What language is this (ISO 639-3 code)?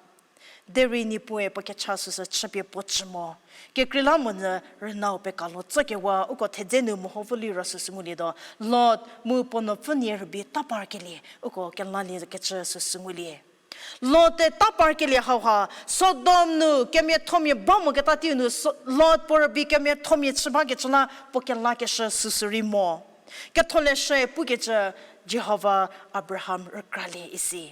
njm